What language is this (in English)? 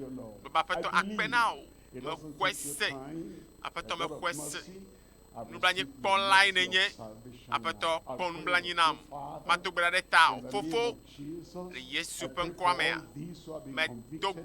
Ewe